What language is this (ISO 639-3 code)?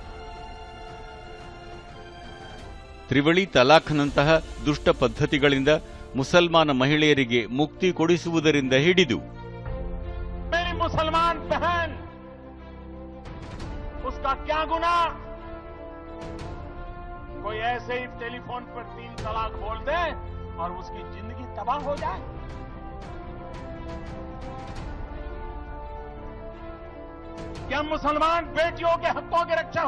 kan